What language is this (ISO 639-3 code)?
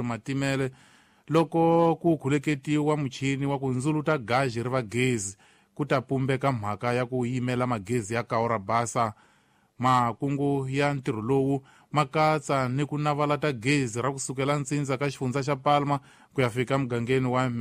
tso